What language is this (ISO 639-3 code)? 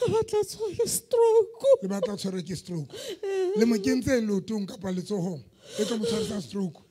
sot